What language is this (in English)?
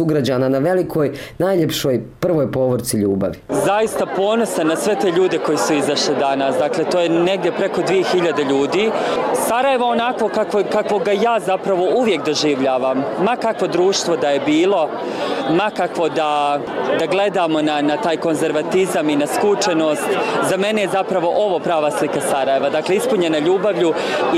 Bosnian